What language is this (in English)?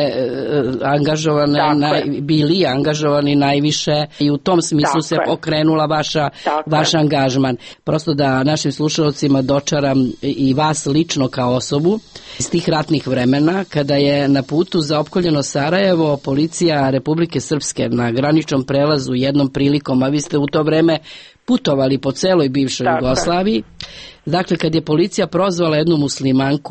Serbian